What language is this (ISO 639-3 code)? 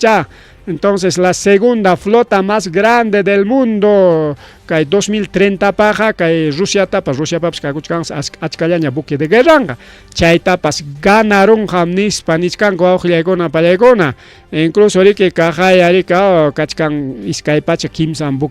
quy